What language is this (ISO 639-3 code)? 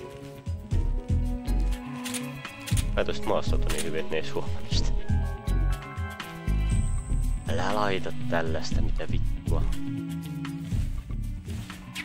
fin